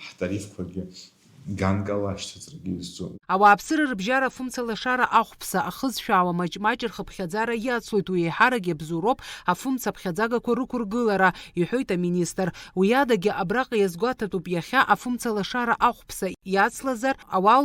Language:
Abkhazian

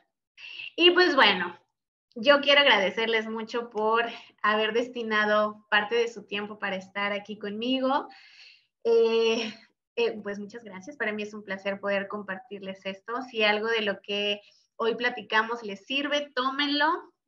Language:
Spanish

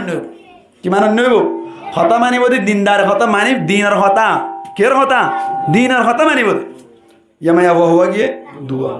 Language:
Rohingya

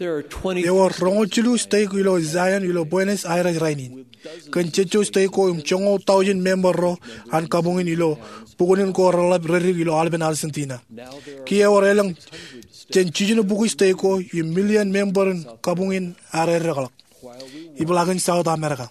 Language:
Marshallese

